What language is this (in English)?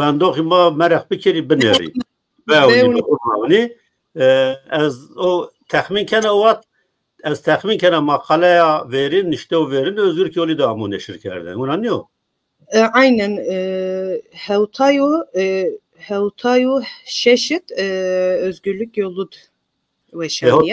Zaza